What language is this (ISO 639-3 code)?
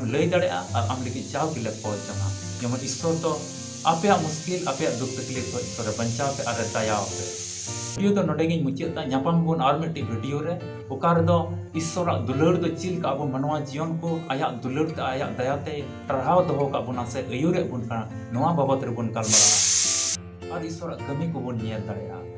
sat